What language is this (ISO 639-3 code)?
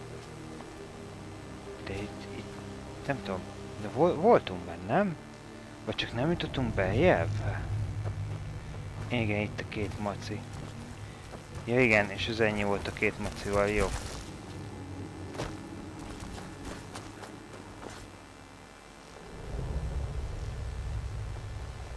hun